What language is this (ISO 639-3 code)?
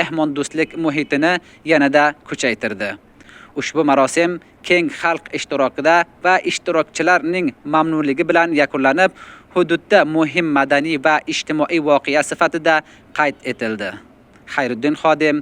uzb